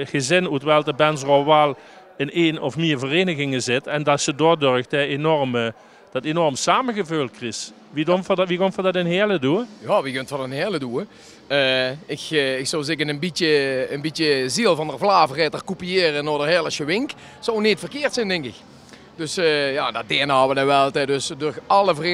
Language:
Limburgish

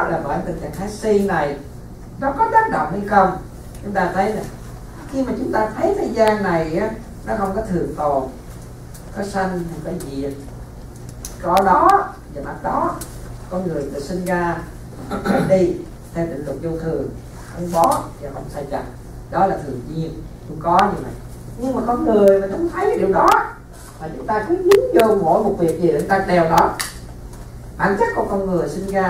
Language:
Vietnamese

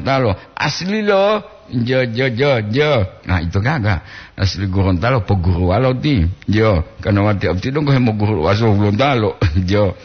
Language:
Gorontalo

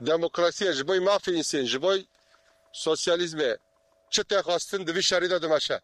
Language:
Kurdish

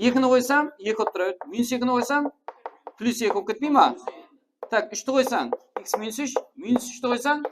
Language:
Kara-Kalpak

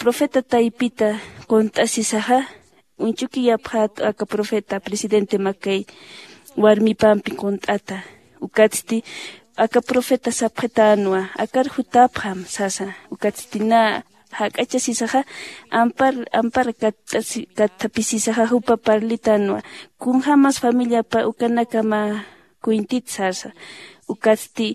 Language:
Aymara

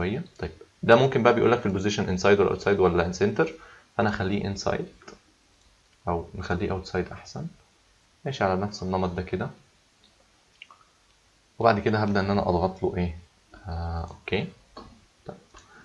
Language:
Egyptian Arabic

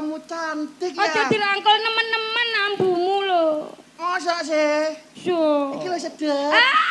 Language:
Javanese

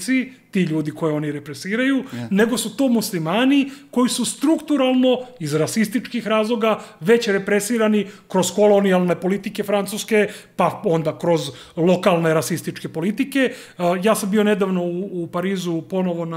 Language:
Serbian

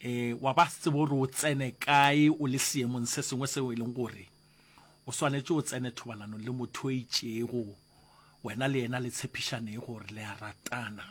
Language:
Northern Sotho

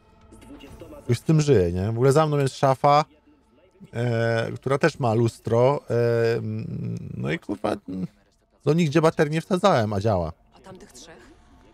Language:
Polish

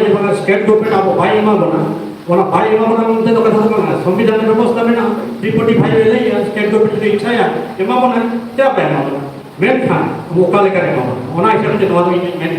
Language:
Santali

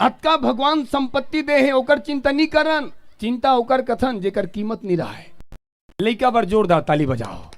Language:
Chhattisgarhi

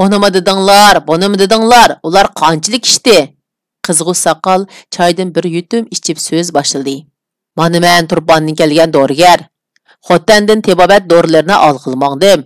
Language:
Uyghur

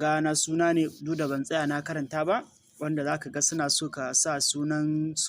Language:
Hausa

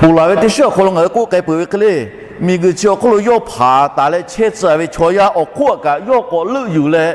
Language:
Lahu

